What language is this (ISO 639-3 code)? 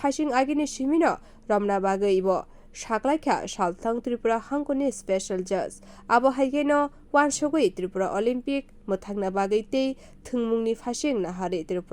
trp